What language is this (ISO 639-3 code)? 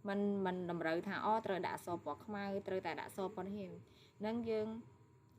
khm